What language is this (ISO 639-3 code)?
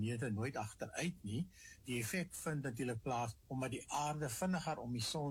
afr